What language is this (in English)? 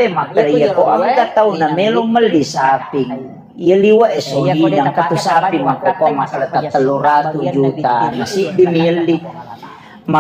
Buginese